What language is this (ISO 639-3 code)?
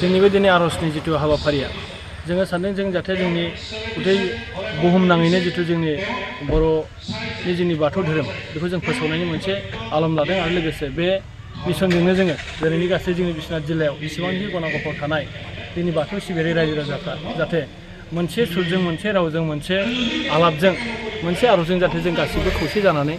brx